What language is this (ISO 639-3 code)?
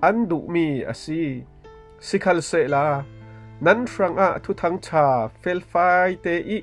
cfm